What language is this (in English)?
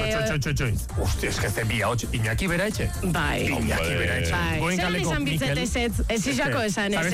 Basque